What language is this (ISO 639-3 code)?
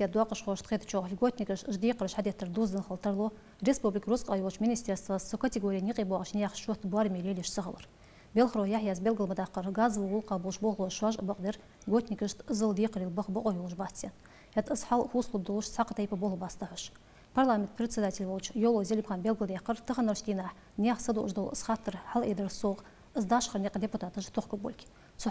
inh